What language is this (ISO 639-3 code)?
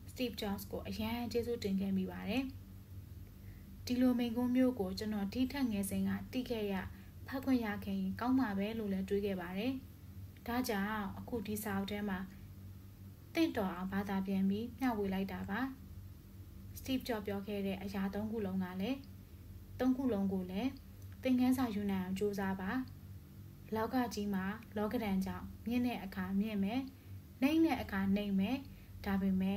mya